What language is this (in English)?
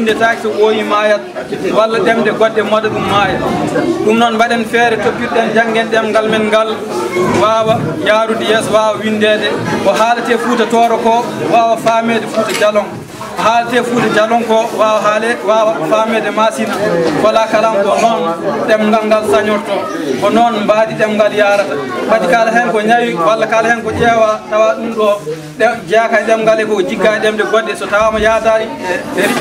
Fula